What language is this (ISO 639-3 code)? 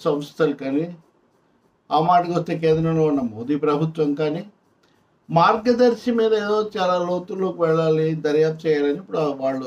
tel